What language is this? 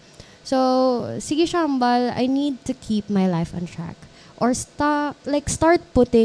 Hiligaynon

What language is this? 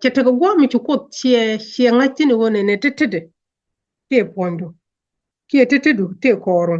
Nuer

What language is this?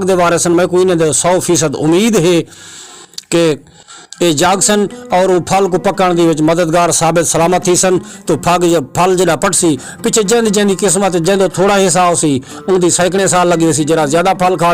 Saraiki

